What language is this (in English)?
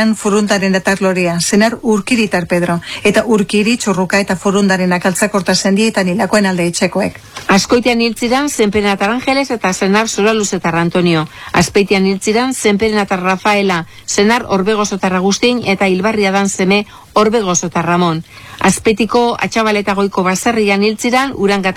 Basque